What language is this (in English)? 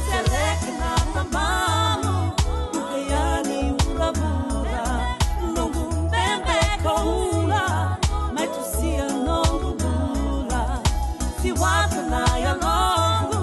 Fijian